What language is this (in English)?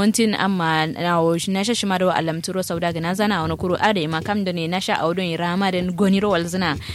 Kanuri